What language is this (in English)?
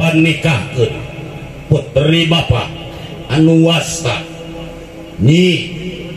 Sundanese